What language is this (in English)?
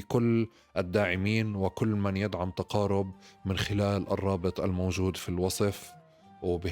North Levantine Arabic